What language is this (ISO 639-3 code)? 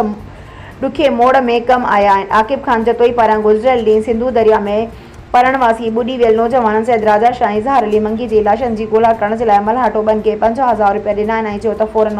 snd